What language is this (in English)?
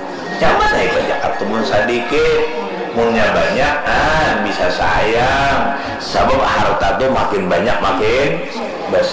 Banjar